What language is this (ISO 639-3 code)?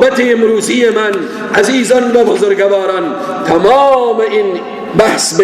fas